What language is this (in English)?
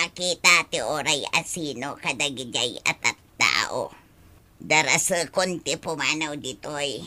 Iloko